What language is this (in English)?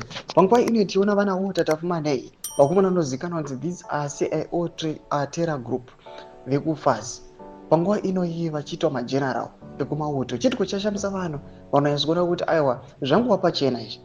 Shona